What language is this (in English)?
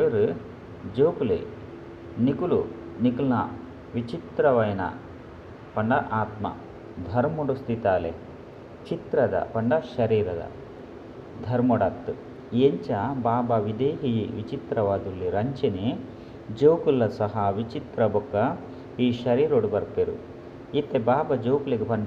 Tulu